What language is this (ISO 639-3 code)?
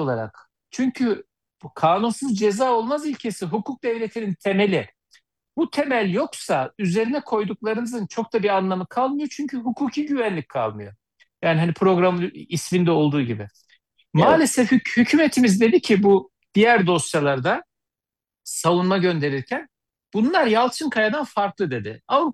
tur